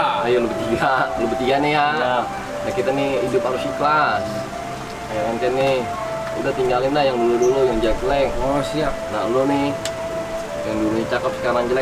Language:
Betawi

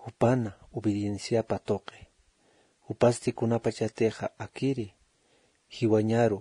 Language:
Aymara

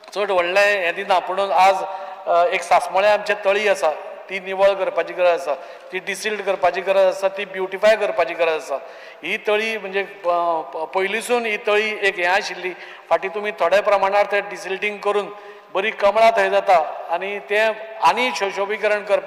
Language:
Konkani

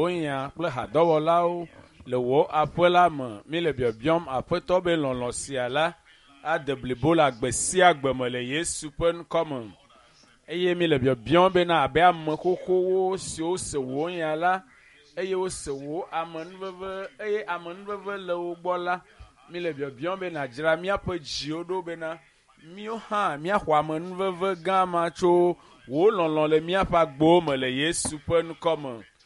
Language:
Ewe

